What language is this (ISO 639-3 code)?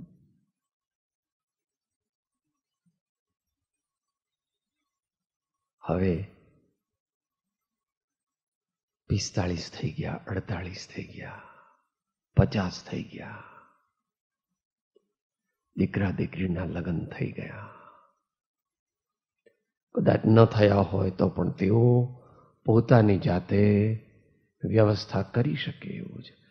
guj